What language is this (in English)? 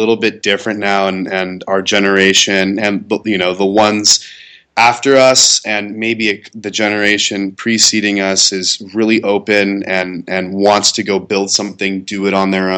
English